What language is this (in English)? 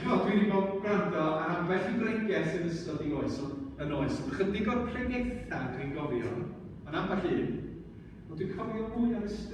Welsh